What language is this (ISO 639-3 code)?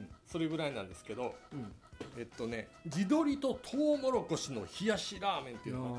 jpn